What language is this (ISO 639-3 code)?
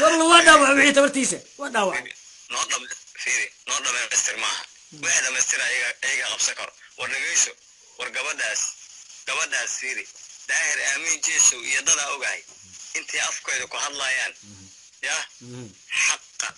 som